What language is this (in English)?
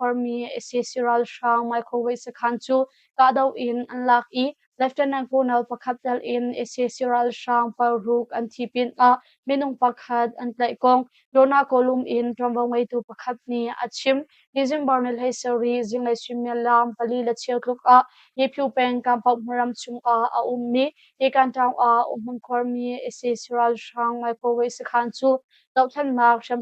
Hakha Chin